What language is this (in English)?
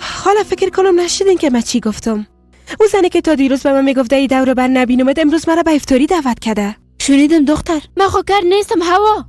Persian